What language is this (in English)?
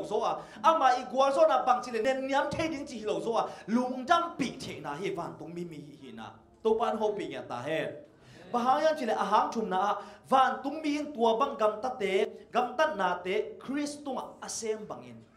Tedim Chin